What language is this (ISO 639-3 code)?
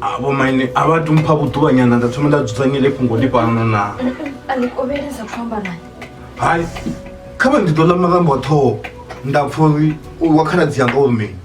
ven